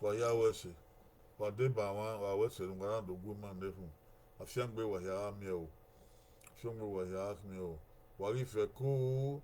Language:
Bini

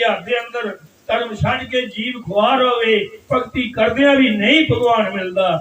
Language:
Dogri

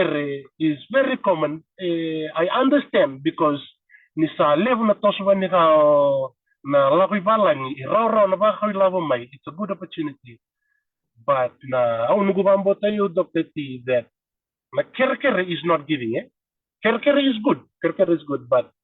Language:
Fijian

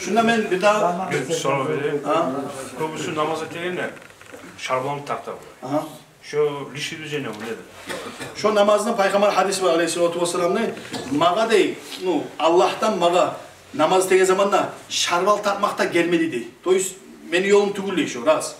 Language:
Kumyk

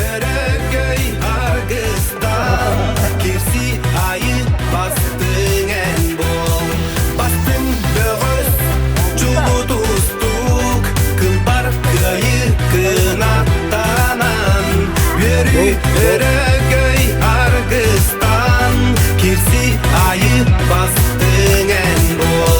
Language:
Yakut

